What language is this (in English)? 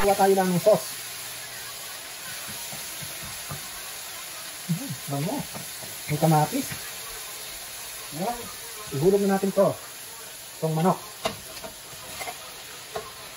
Filipino